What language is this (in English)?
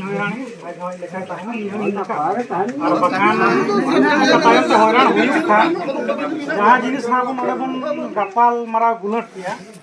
Santali